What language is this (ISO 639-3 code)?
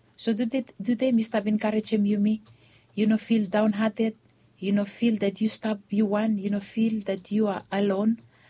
bis